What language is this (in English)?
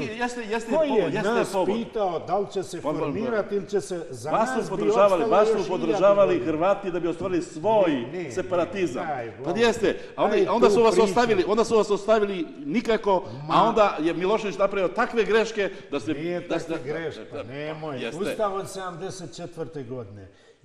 Serbian